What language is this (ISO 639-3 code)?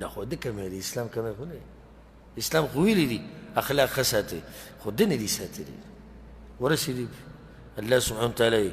pus